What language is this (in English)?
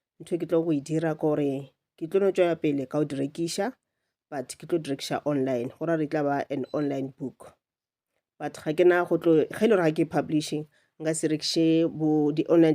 Northern Sotho